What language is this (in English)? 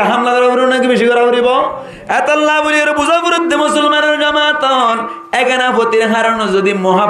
Rohingya